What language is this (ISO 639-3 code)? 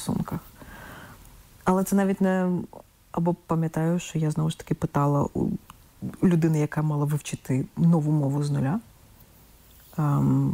ukr